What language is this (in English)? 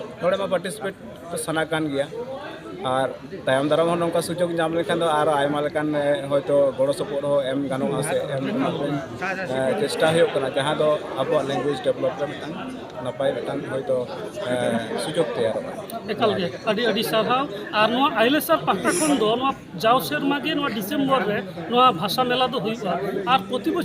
Santali